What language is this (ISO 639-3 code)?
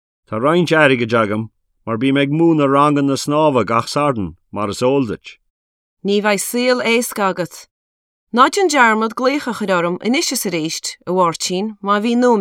gle